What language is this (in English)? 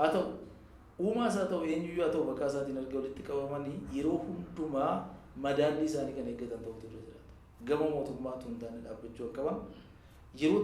Oromo